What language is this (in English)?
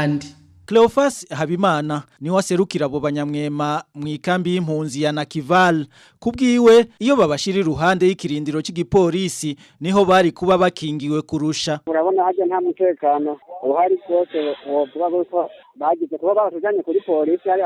Rundi